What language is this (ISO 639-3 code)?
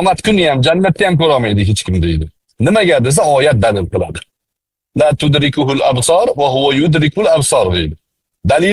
uzb